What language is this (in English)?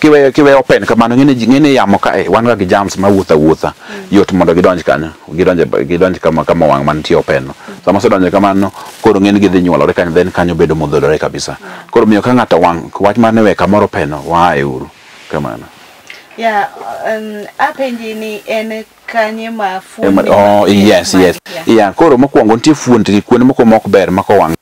Luo (Kenya and Tanzania)